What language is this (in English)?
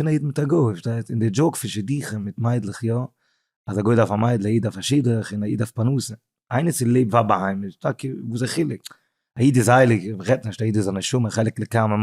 Yiddish